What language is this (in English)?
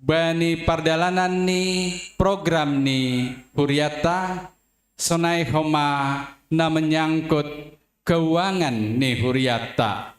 Batak Simalungun